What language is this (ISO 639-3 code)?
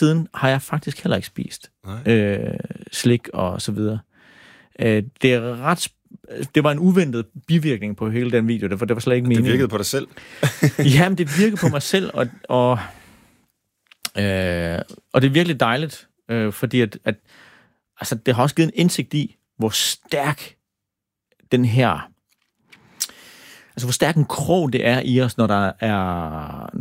dan